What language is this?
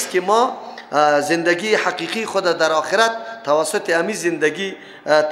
Persian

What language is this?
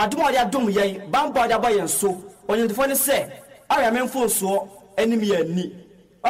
Akan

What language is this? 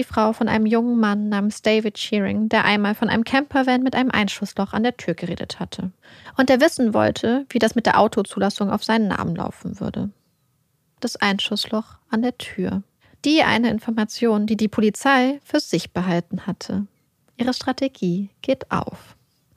German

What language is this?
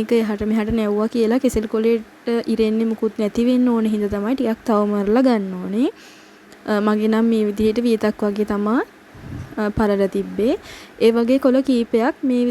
Sinhala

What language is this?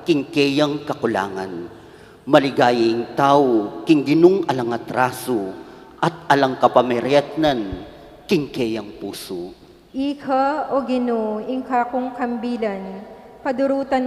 Pampanga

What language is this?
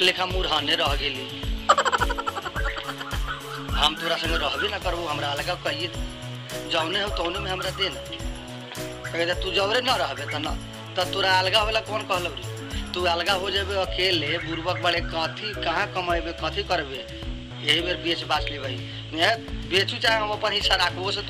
Bhojpuri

